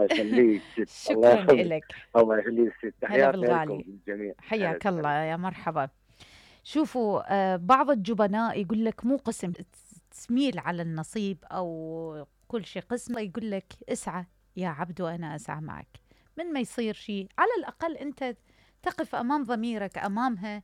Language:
Mesopotamian Arabic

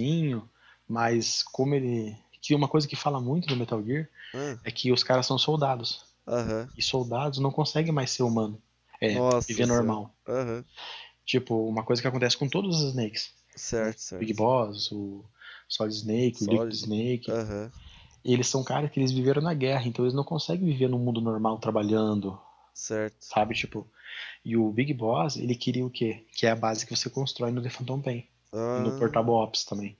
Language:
Portuguese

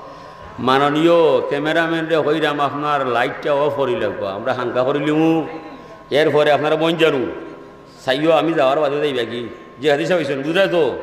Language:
Sylheti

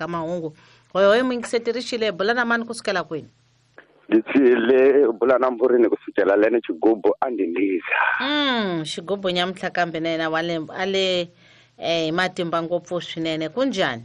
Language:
Tsonga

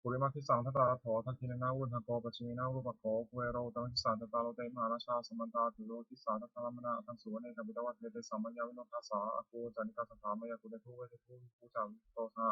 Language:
Pali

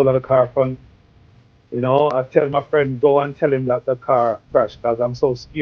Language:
Jamaican Creole English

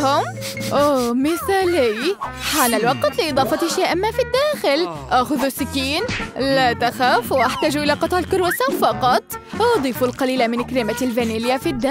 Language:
Arabic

